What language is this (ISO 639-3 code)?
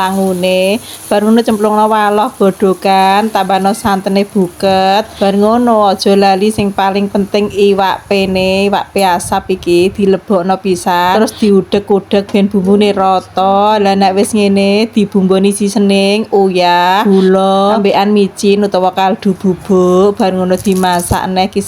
jav